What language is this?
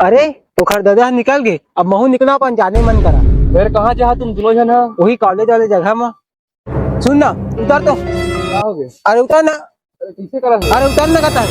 Chhattisgarhi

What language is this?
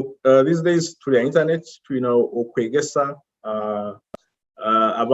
Nyoro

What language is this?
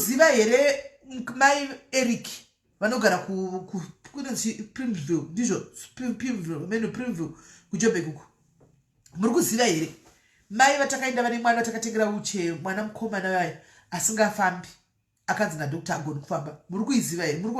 Shona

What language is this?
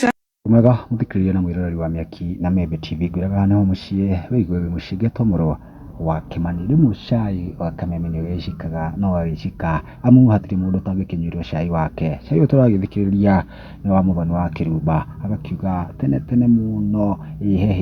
Kikuyu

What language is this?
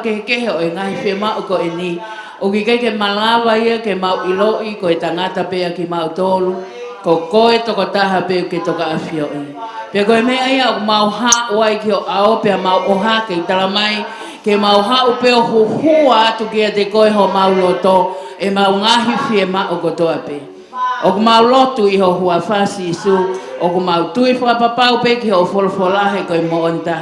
Tongan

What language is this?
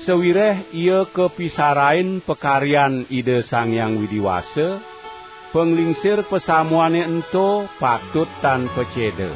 Balinese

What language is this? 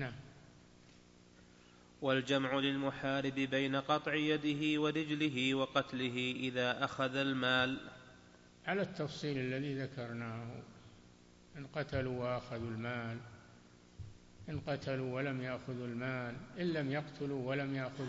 Arabic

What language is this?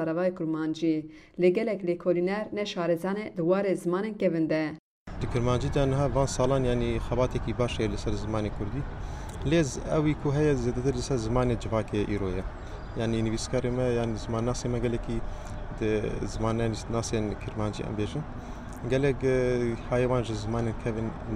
Kurdish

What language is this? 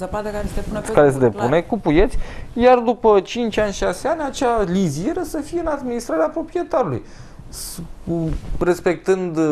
Romanian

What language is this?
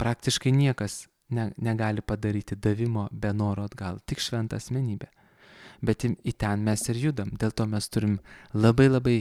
Lithuanian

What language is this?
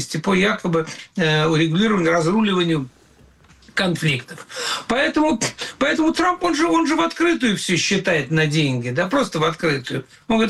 Russian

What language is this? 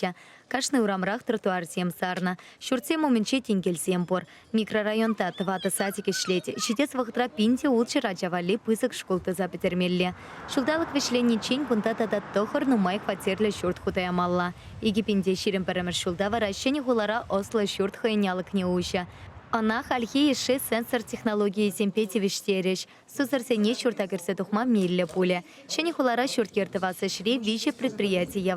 Chuvash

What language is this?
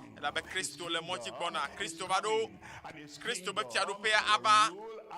Ewe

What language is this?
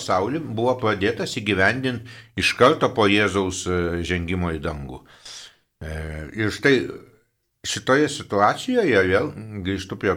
Lithuanian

